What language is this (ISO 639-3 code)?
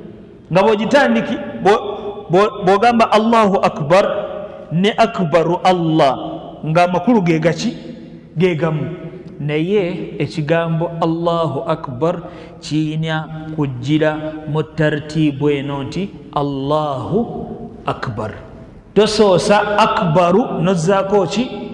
lug